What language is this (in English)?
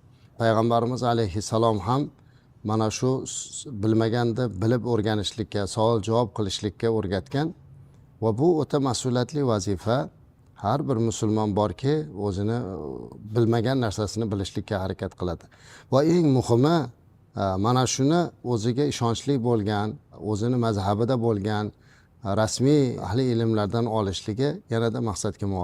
Uzbek